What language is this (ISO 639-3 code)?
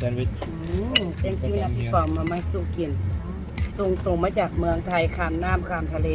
lao